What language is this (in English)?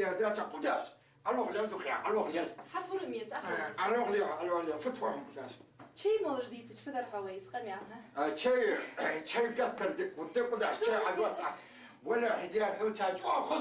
Ingush